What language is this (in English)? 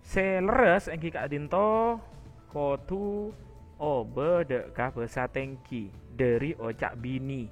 Madurese